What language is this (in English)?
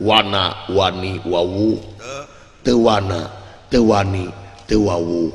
Sundanese